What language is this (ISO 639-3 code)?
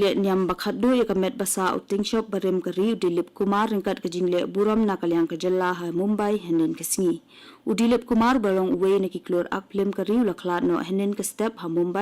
kha